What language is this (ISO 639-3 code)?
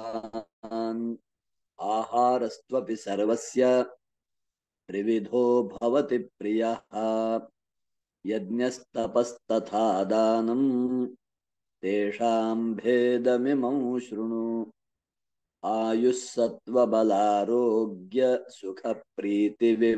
san